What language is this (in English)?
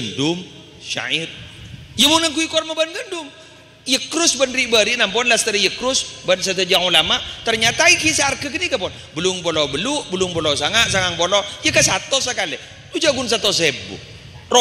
Madurese